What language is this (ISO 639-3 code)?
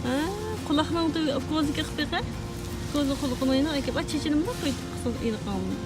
uig